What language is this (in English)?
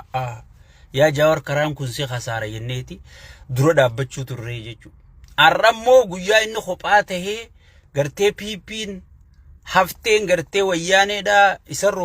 Oromo